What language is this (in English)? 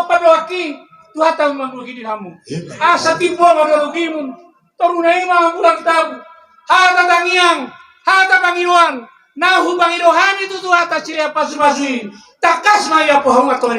Batak Toba